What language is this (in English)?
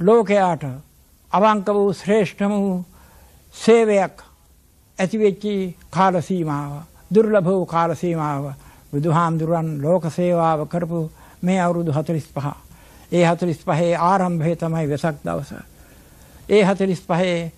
Sinhala